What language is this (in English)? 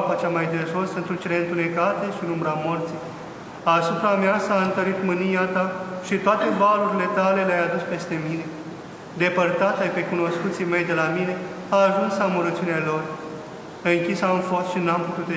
Romanian